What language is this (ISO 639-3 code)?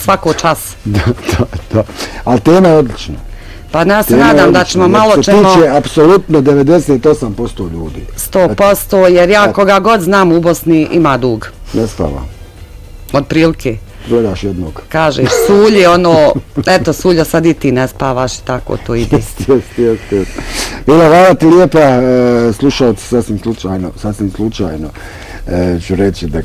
bos